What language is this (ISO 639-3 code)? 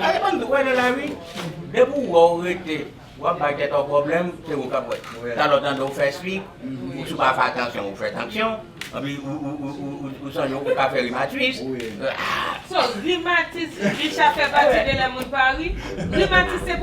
hat